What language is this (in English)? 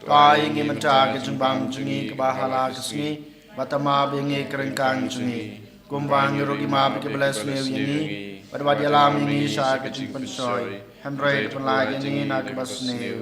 Khasi